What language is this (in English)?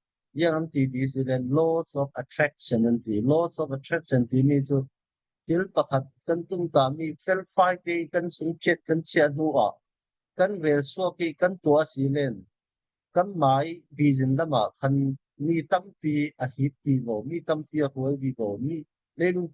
Falam Chin